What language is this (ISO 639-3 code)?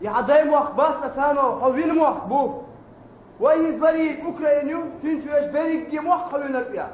che